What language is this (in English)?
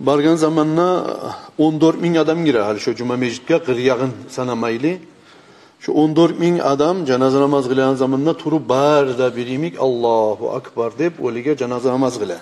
Kumyk